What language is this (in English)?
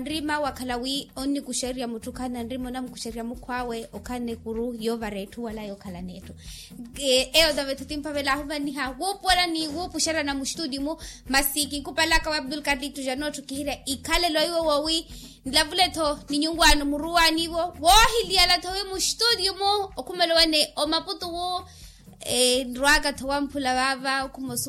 Makhuwa